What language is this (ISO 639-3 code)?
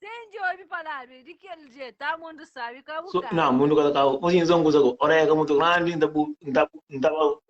kea